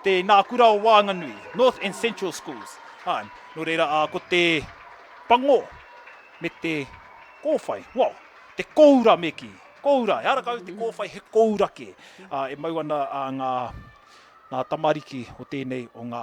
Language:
Māori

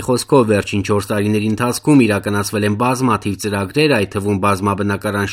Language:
Armenian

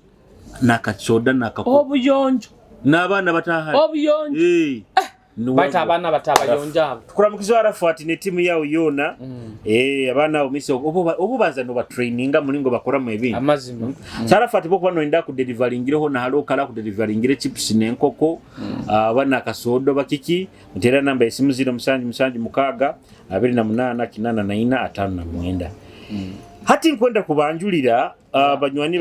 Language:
Nyoro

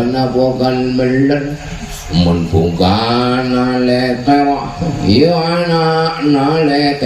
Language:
Madurese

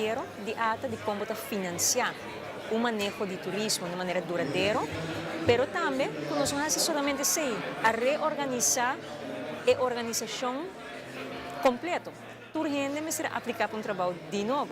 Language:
Papiamento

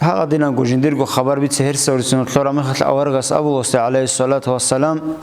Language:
Avaric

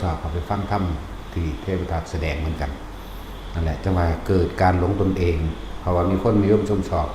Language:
Northeastern Thai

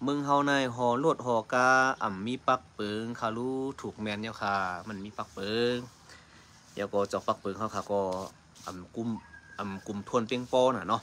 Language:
Shan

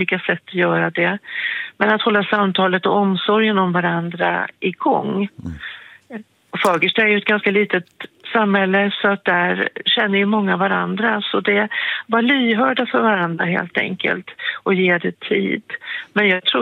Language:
Swedish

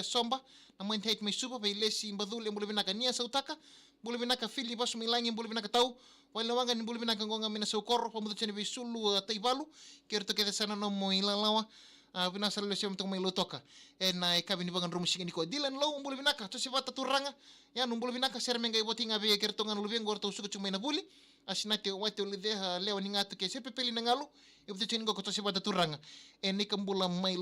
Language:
Fijian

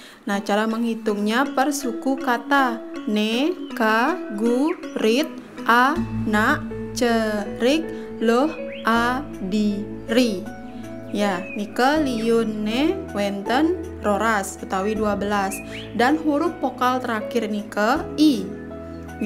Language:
Balinese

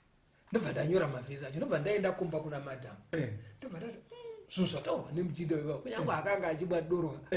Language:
Shona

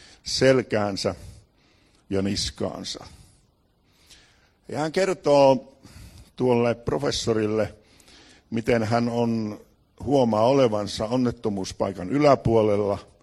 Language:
Finnish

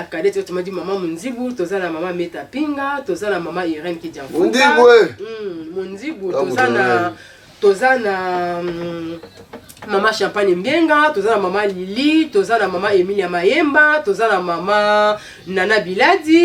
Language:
Lingala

